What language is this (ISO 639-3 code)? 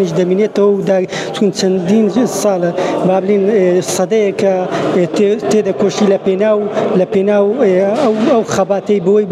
ckb